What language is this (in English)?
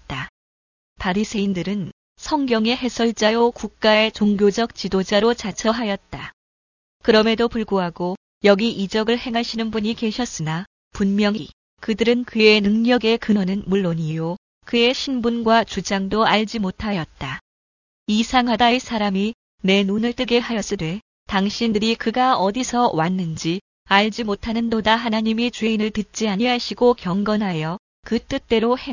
Korean